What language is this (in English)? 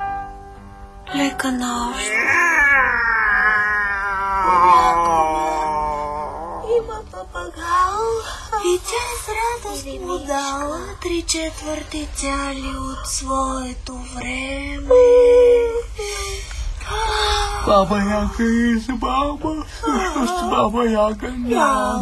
Bulgarian